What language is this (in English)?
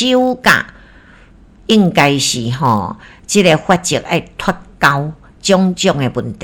Min Nan Chinese